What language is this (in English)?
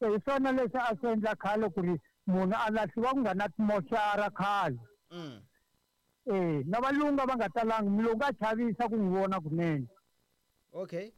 Tsonga